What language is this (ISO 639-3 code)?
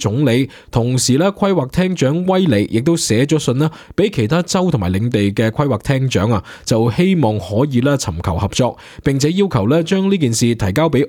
yue